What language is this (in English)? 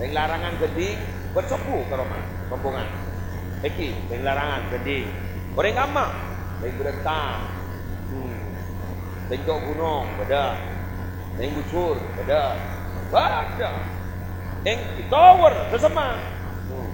Madurese